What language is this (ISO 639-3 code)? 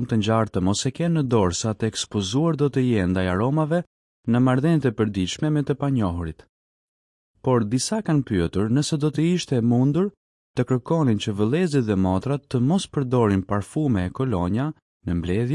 sqi